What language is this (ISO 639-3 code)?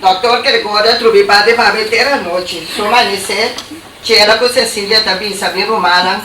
pap